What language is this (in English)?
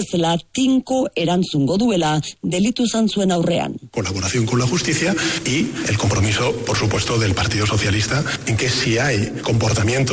Basque